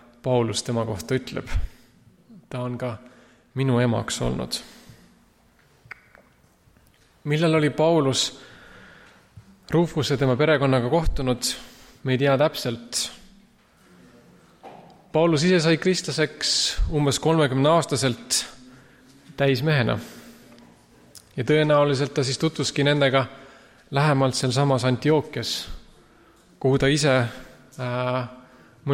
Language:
Estonian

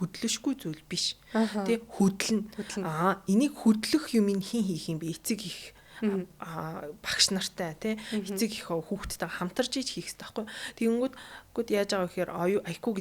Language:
Mongolian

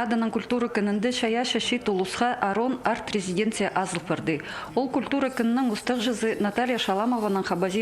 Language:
Khakas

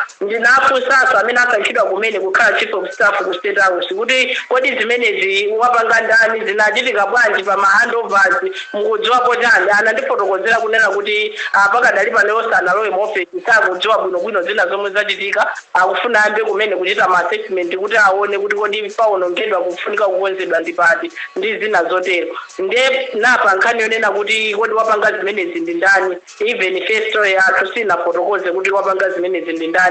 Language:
Nyanja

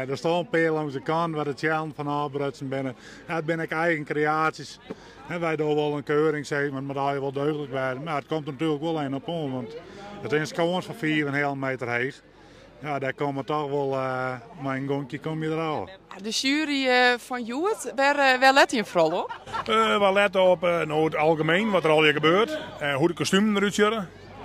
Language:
Western Frisian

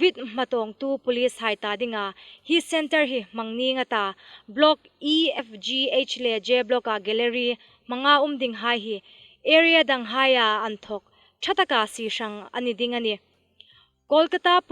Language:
Hmar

